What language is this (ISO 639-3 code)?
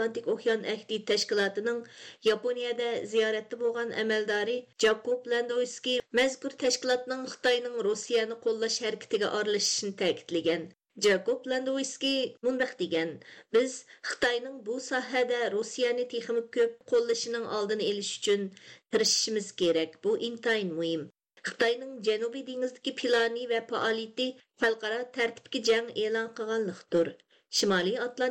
uig